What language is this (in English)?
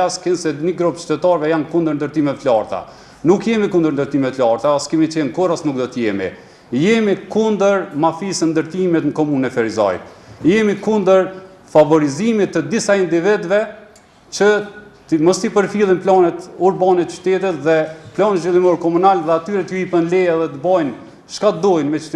Albanian